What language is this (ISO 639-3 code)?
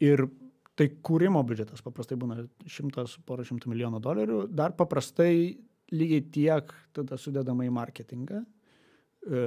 lit